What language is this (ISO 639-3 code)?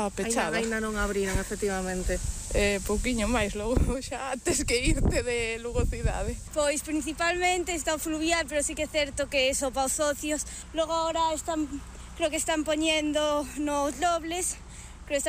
glg